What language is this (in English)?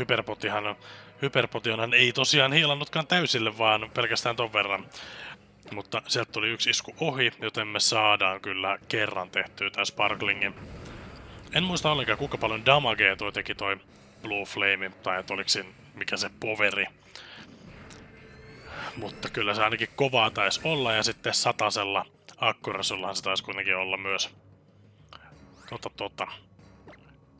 Finnish